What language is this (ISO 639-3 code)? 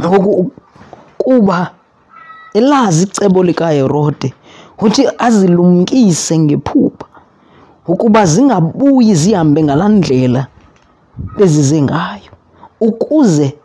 xho